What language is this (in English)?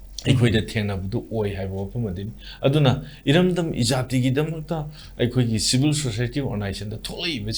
Manipuri